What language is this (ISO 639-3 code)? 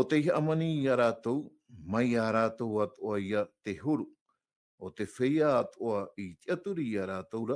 tah